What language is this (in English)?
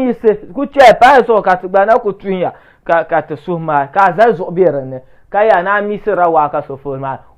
Dagbani